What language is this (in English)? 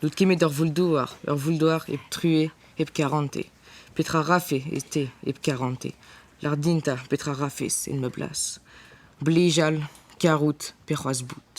Breton